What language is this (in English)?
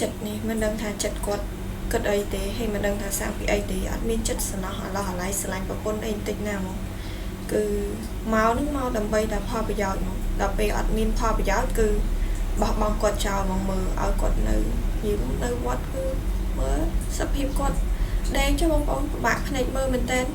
Khmer